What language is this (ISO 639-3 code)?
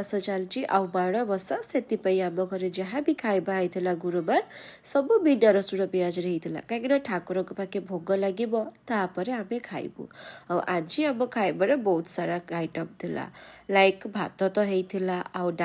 ori